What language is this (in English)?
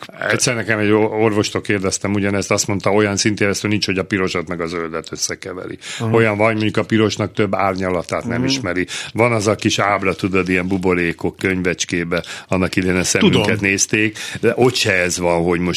Hungarian